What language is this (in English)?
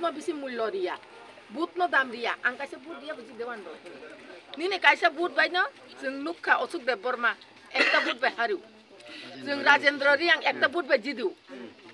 Kok Borok